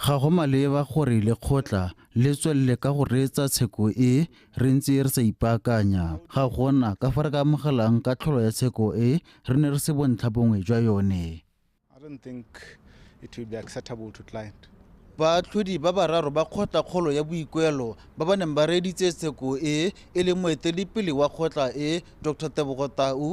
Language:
Tswana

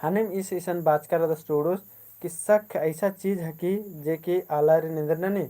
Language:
Kurukh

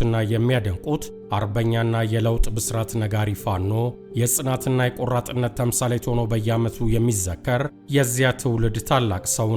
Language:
Amharic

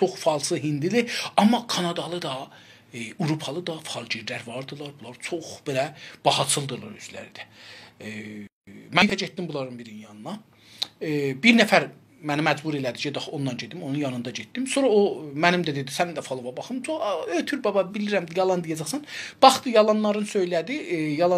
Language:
South Azerbaijani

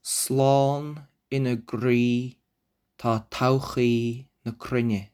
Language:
Irish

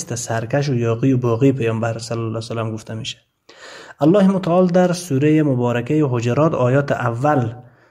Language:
Tajik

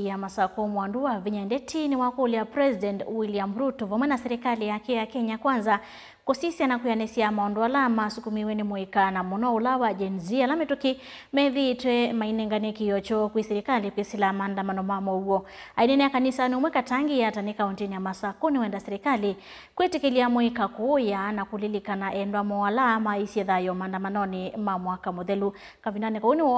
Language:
Kamba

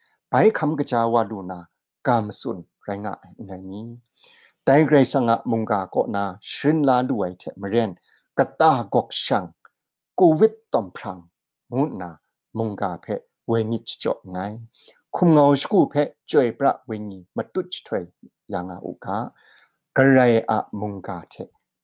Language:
Kachin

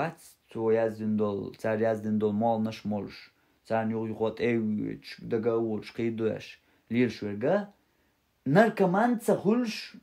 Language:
Chechen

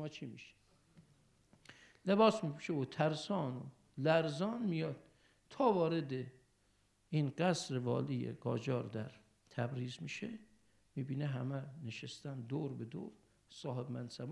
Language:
Persian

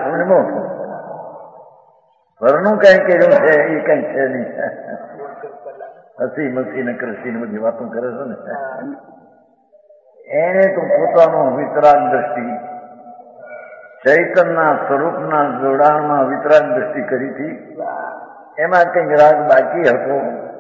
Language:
Gujarati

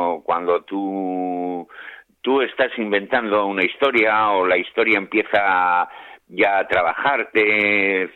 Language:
Spanish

